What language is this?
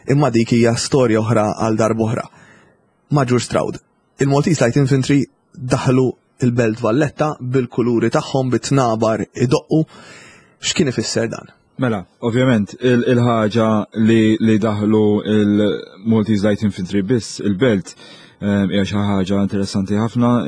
Maltese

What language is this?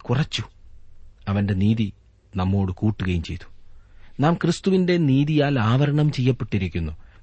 Malayalam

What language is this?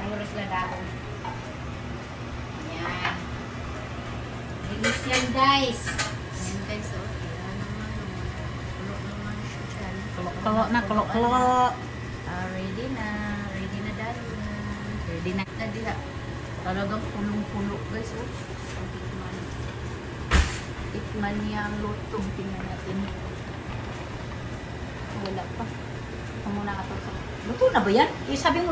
Filipino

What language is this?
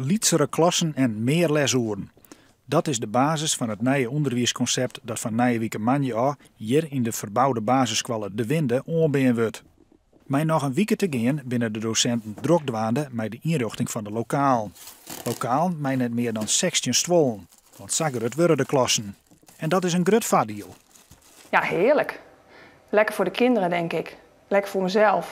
Western Frisian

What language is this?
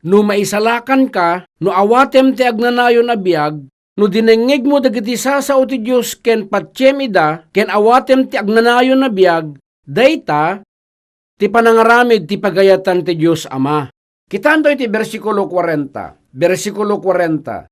Iloko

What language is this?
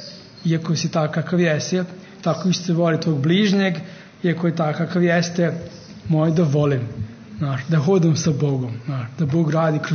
Serbian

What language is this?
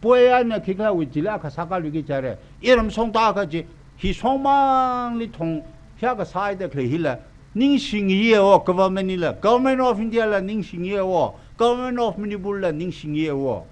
Tangkhul Naga (India)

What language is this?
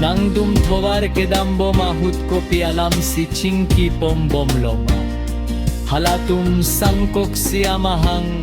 Karbi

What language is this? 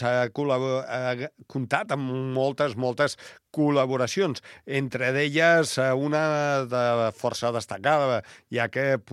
Catalan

